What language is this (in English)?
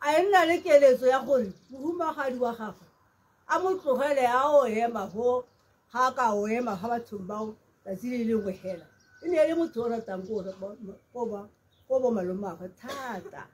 Tswana